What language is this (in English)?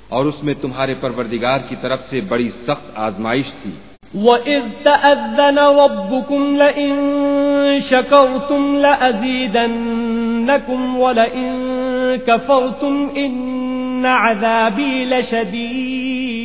Urdu